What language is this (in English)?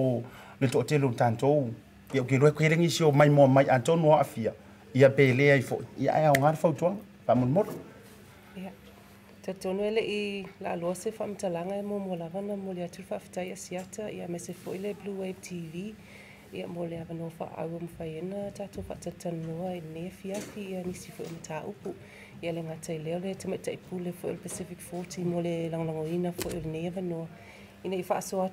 Samoan